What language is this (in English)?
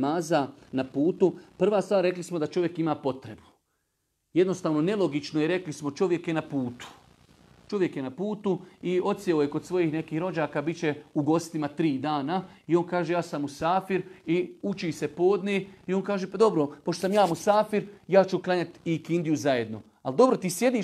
Bosnian